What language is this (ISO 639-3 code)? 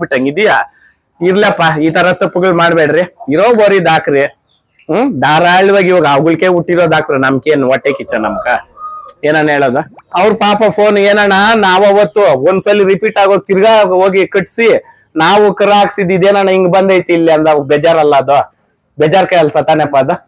kan